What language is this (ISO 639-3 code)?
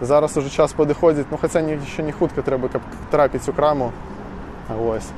bel